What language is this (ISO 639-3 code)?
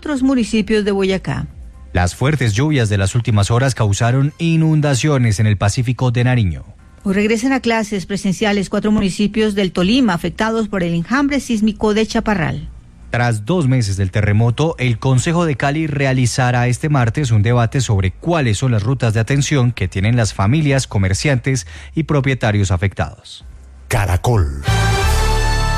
spa